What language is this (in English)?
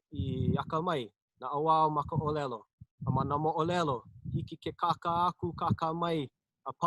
Hawaiian